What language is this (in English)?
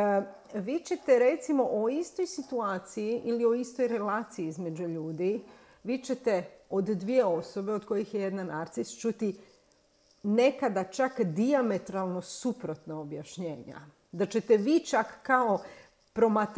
Croatian